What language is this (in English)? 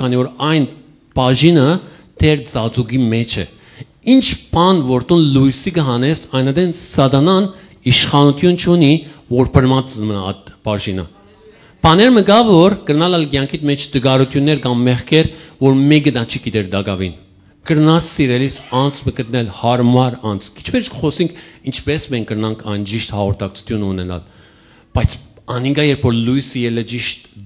Western Armenian